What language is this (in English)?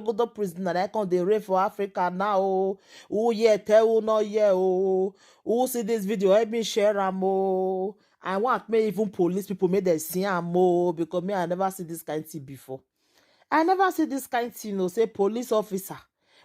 Nigerian Pidgin